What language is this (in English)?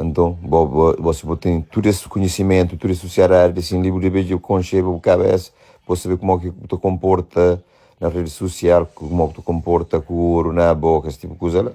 Kabuverdianu